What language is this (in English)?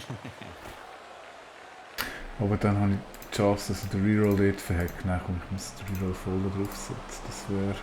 Swiss German